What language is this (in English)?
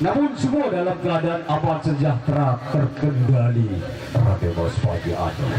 Sasak